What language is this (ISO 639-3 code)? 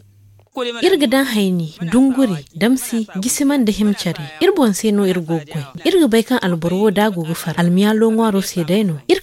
dje